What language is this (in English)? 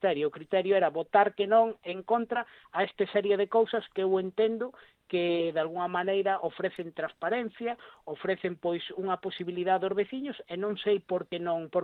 Galician